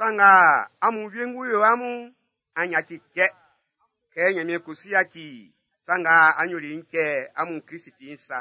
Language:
Baoulé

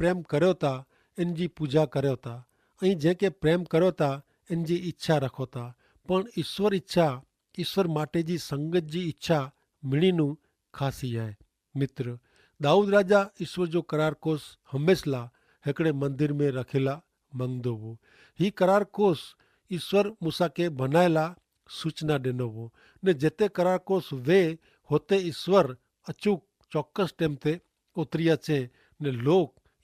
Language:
Kachhi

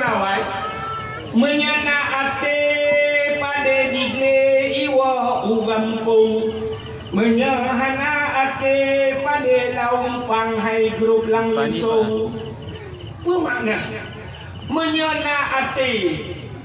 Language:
Achinese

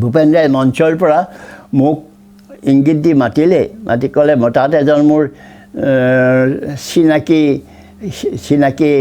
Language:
Assamese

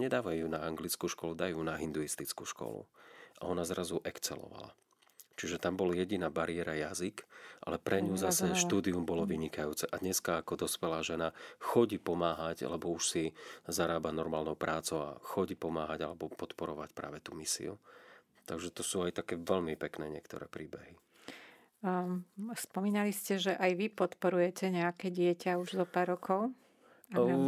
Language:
Slovak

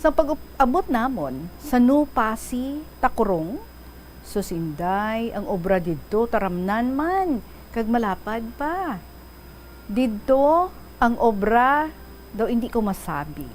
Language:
Hiligaynon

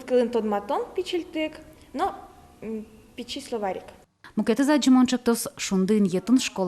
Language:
Udmurt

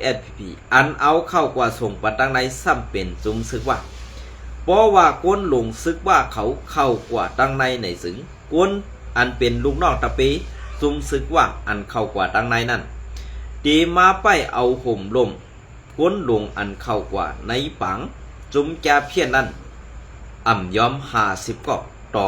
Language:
Shan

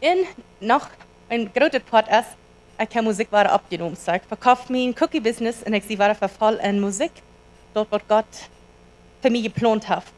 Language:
Plautdietsch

